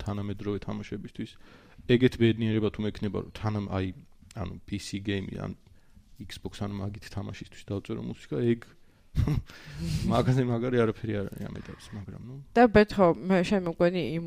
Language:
Georgian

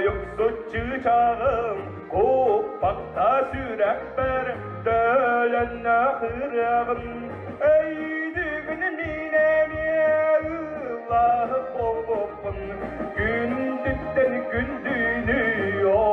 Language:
Yakut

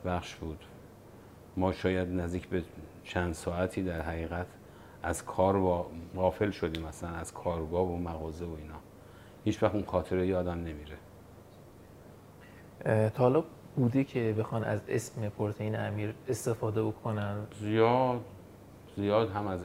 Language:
Persian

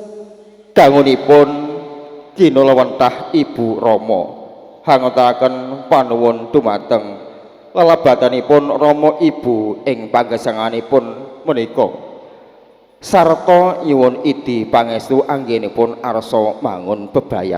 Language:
Javanese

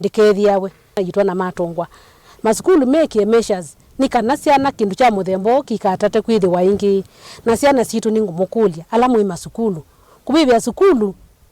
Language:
Kamba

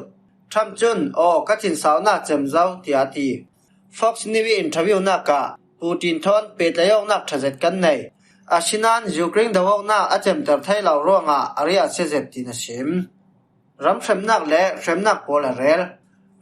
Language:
Falam Chin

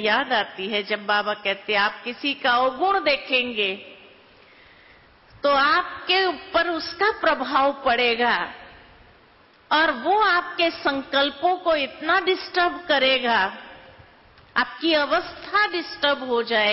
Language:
Hindi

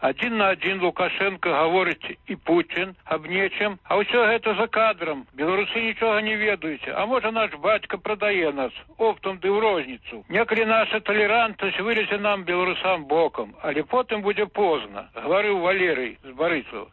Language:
Belarusian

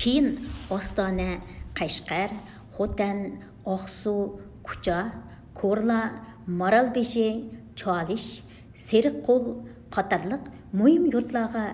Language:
Uyghur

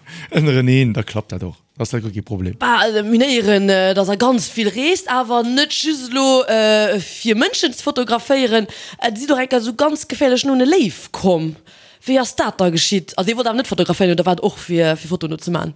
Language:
Luxembourgish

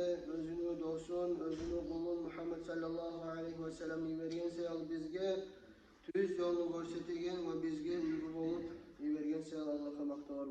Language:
Kumyk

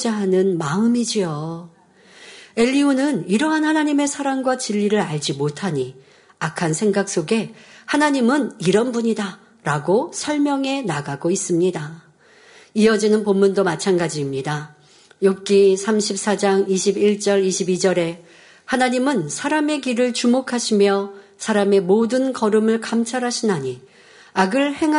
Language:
Korean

